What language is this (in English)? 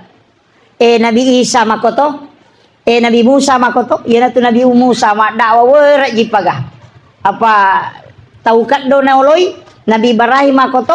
Buginese